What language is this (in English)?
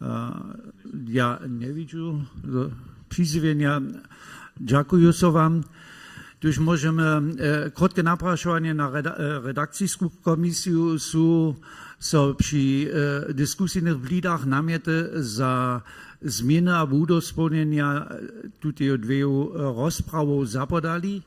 Upper Sorbian